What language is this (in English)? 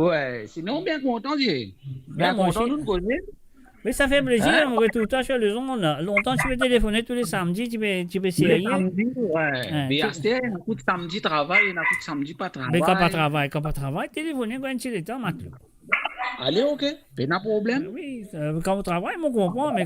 Morisyen